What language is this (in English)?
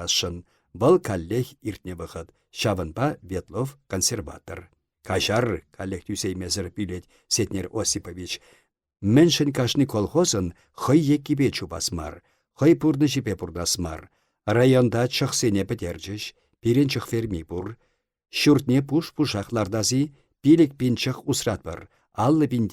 Chuvash